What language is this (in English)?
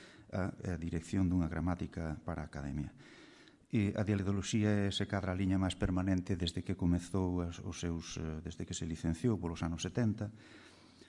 Galician